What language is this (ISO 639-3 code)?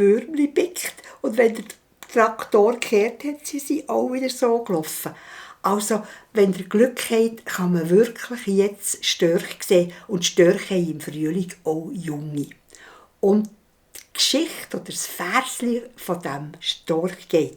gsw